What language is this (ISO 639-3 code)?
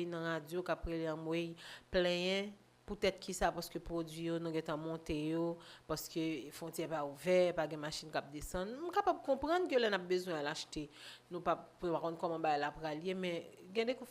hat